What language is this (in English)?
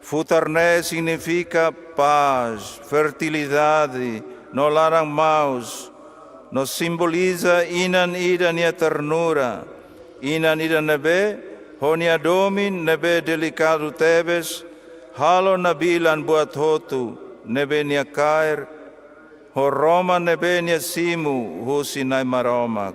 Tetum